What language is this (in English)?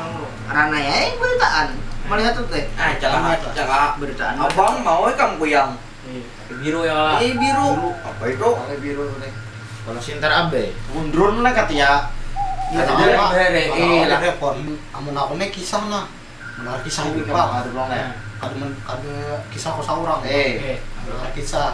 Banjar